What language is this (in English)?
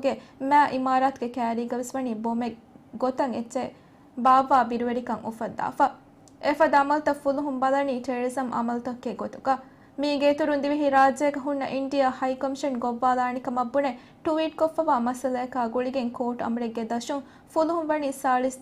Divehi